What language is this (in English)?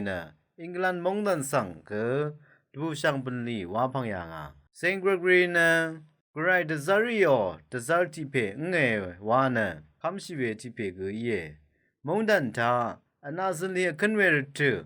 Rawang